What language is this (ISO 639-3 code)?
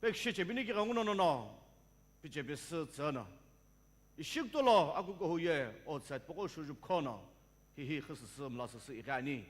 nsm